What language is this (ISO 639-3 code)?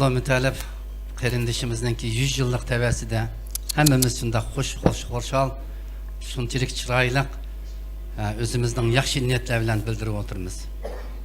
uig